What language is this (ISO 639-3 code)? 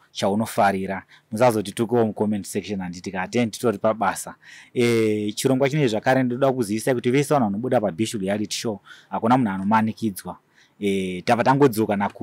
sna